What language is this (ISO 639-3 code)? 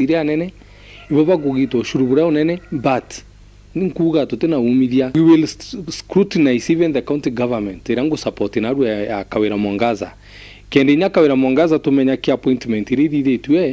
mer